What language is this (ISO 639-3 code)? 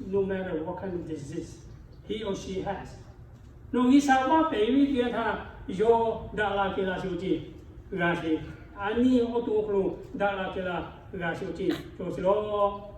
lhu